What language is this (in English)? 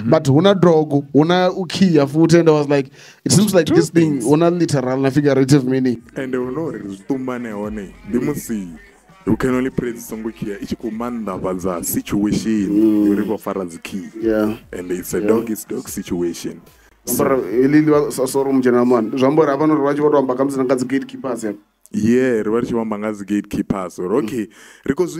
Venda